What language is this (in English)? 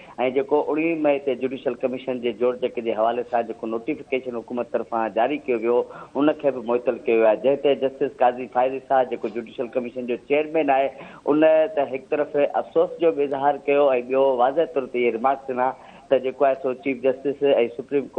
Sindhi